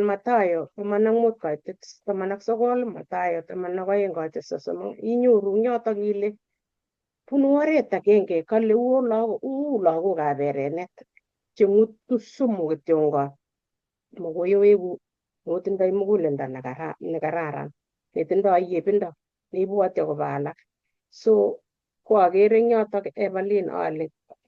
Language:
Kalenjin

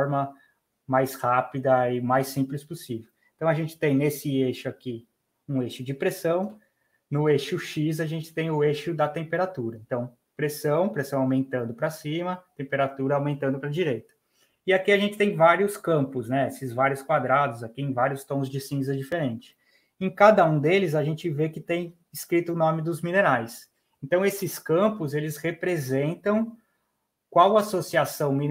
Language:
Portuguese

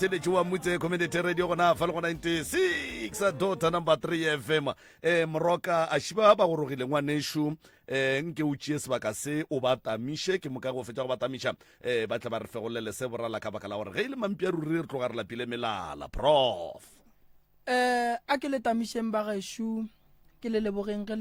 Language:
Northern Sotho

